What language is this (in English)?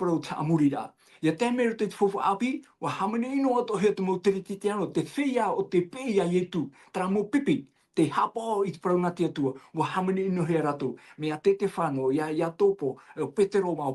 Tahitian